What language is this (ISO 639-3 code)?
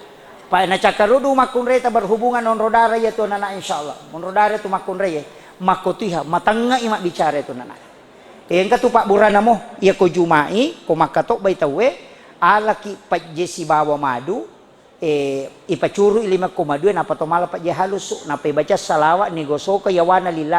bug